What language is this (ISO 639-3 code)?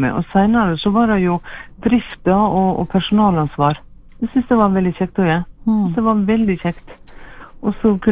nor